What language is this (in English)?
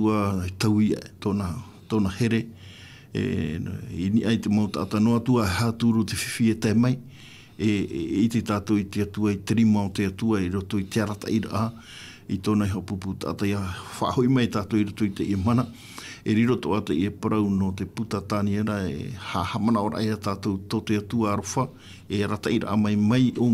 Tahitian